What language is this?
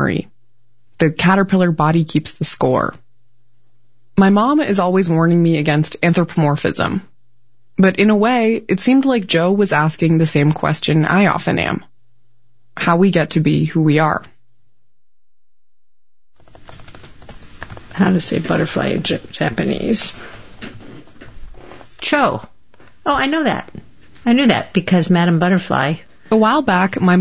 English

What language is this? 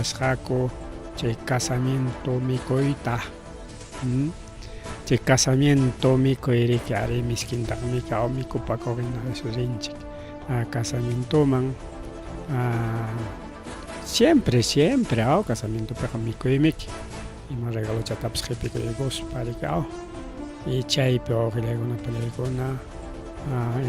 Ayacucho Quechua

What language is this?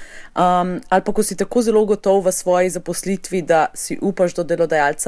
Slovenian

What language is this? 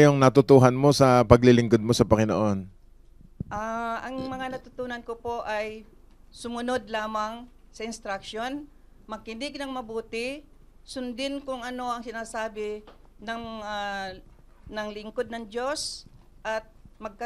Filipino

